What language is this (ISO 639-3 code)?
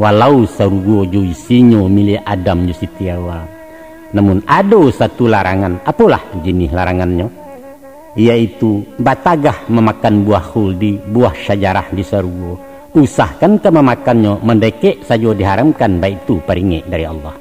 min